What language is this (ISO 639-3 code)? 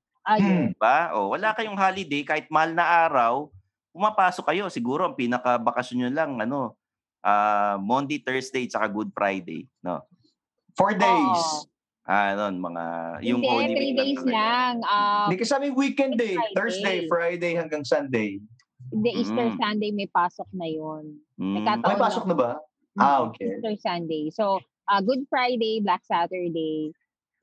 fil